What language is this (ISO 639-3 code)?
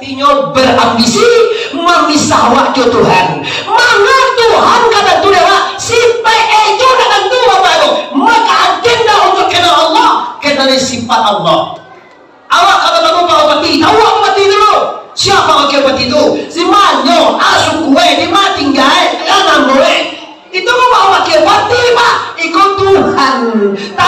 min